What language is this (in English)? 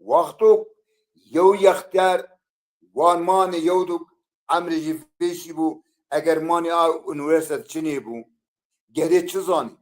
Zaza